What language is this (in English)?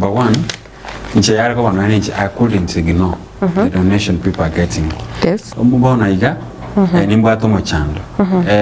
Gusii